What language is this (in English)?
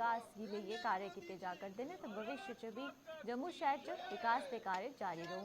Dogri